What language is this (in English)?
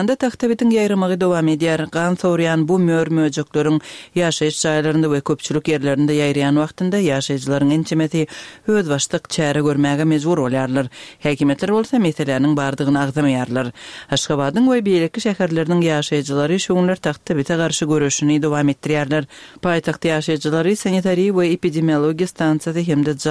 Turkmen